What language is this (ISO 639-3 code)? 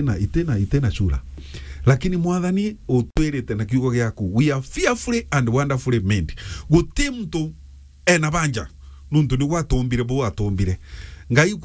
mer